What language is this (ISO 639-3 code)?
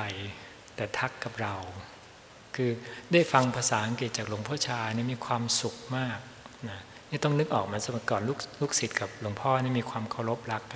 tha